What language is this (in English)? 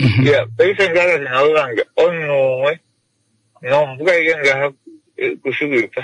Kuanyama